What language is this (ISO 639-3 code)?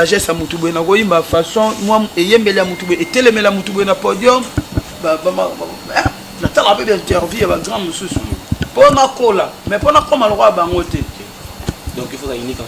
lin